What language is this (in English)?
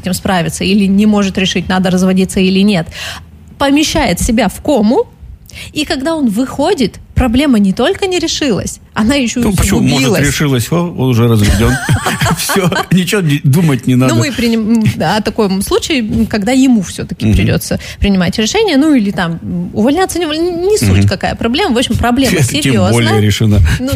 Russian